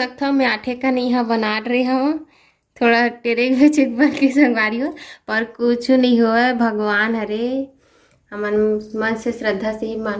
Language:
Chhattisgarhi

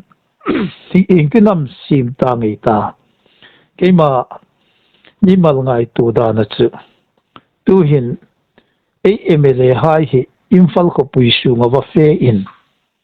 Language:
Hmar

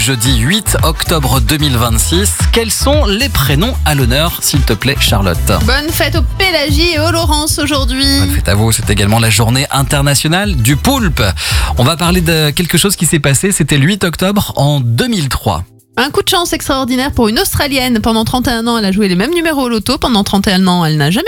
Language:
French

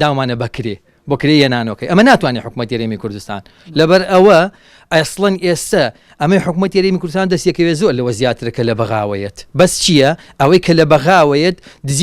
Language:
Central Kurdish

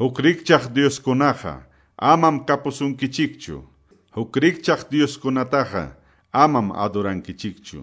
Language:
Quechua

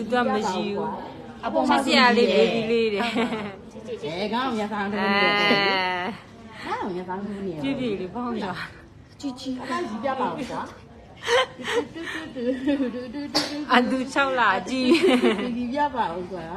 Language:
Burmese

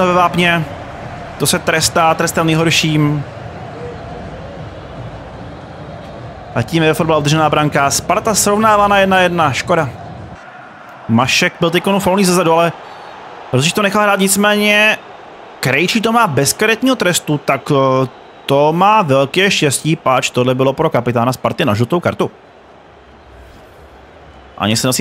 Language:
Czech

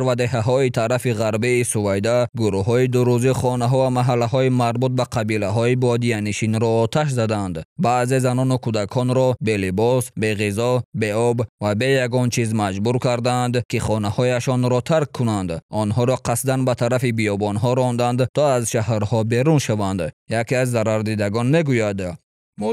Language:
Tajik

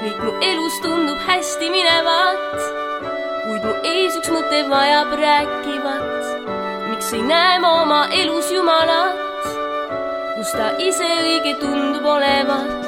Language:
Estonian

